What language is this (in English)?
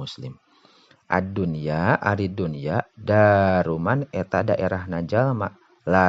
Sundanese